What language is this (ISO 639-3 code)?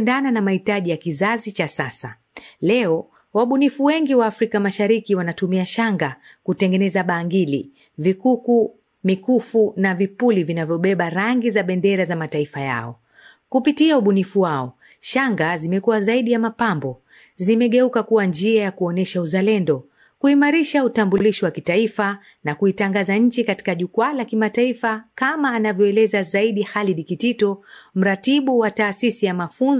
swa